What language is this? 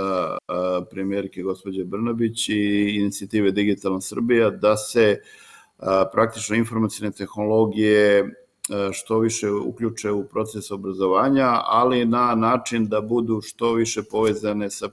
Serbian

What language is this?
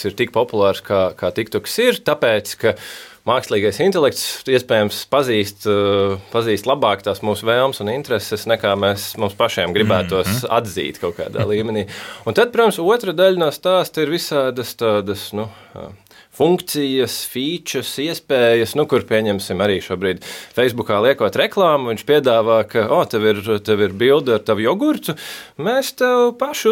Latvian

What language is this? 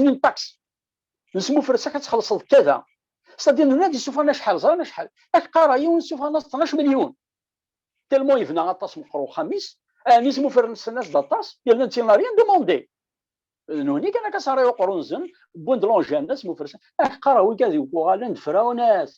Kabyle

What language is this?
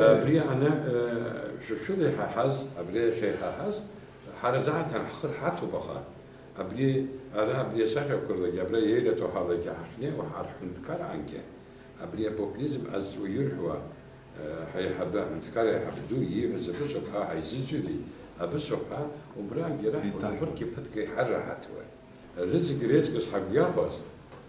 Abkhazian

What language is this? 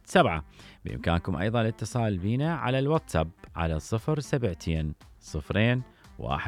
Mesopotamian Arabic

